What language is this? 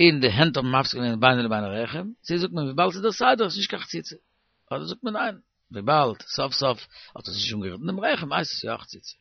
Yiddish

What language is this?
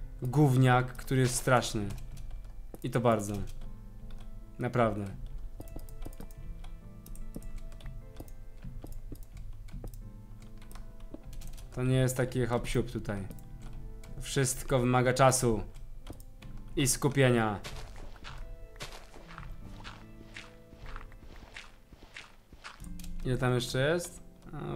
Polish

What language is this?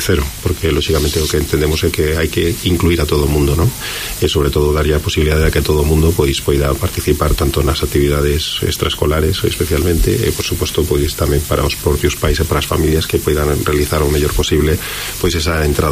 Galician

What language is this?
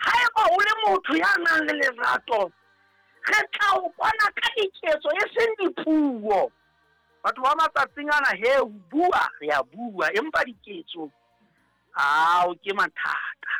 Southern Sotho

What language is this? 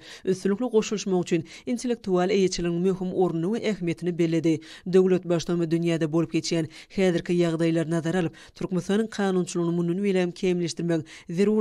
Turkmen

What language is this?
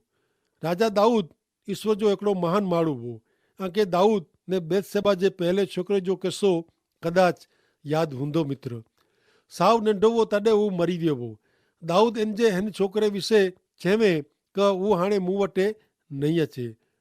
Kachhi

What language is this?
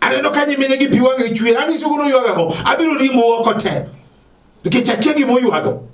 Luo (Kenya and Tanzania)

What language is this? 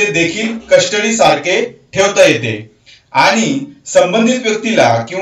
Marathi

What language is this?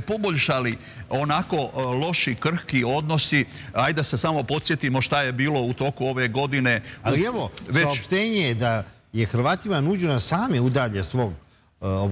Serbian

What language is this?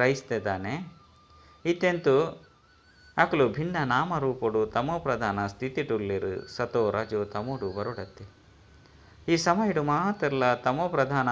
Tulu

